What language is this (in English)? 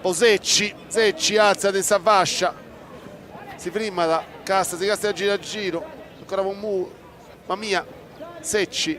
Sardinian